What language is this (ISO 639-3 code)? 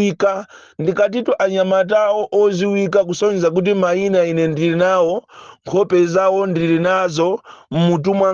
nya